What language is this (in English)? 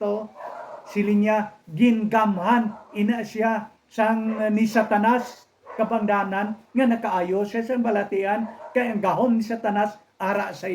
Hiligaynon